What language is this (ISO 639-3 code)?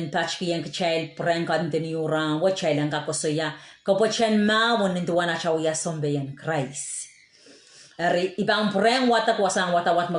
pon